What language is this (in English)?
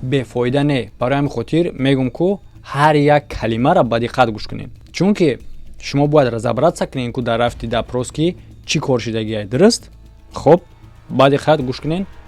Tajik